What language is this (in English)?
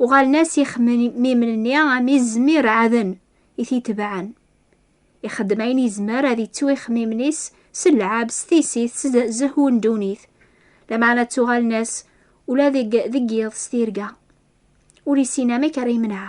Kabyle